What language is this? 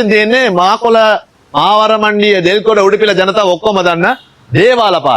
Sinhala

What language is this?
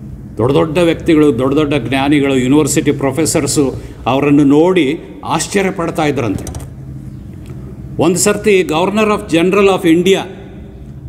Kannada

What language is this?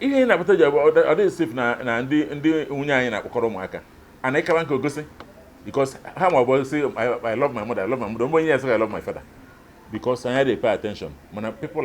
Igbo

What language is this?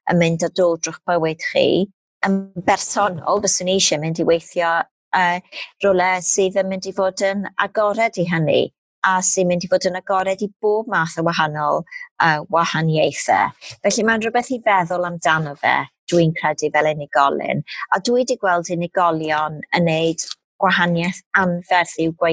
Welsh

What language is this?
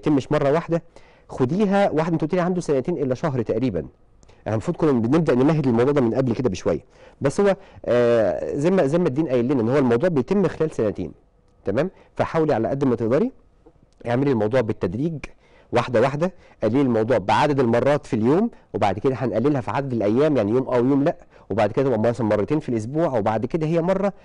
Egyptian Arabic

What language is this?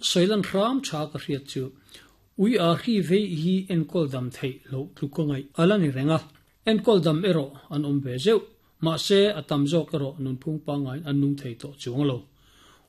Mizo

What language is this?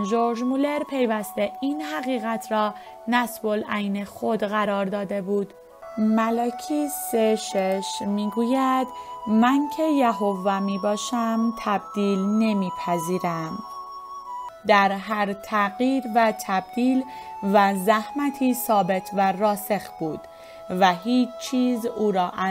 Persian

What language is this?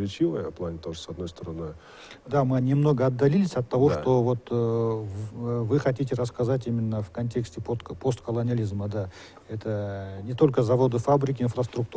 Russian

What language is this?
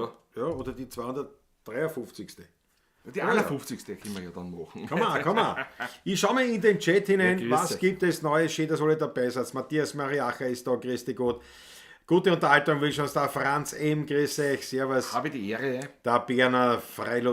Bavarian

